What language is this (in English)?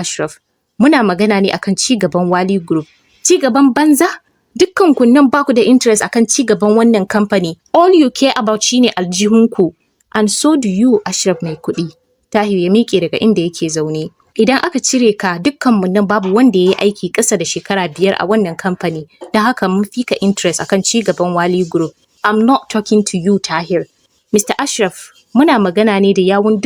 Hausa